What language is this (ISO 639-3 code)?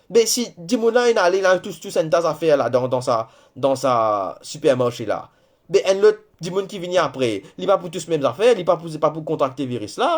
mfe